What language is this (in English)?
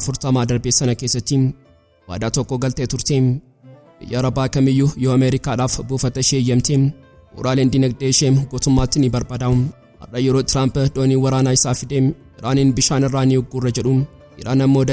Oromo